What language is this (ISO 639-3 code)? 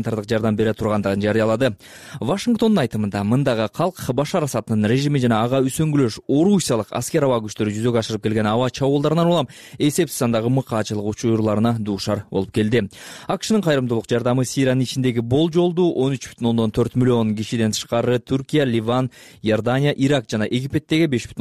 kir